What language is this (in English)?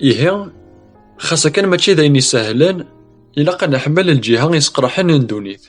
Kabyle